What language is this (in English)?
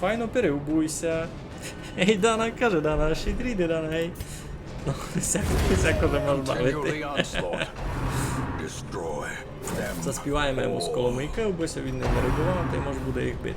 Rusyn